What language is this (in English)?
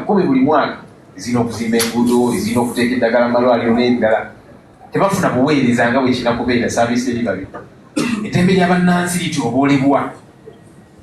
Ganda